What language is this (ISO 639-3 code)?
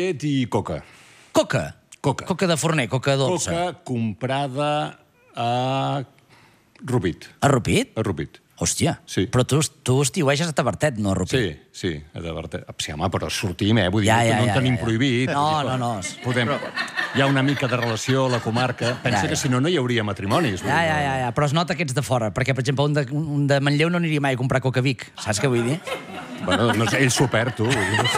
cat